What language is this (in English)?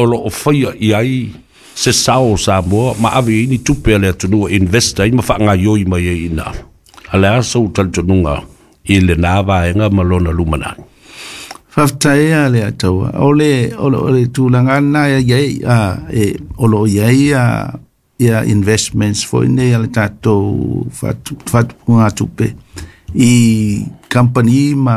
Samoan